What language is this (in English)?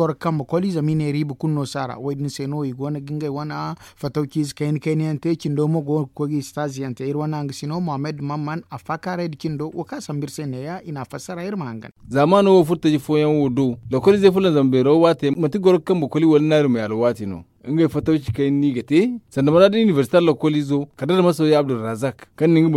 Zarma